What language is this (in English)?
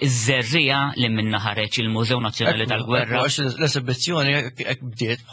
Maltese